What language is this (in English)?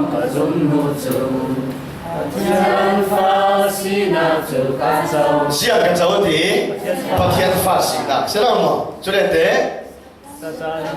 Falam Chin